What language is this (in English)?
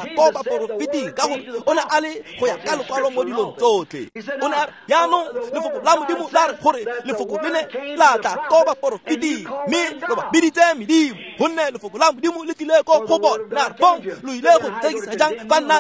Tswana